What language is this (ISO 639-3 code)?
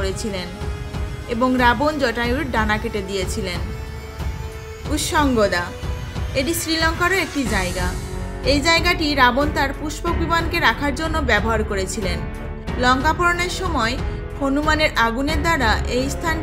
ben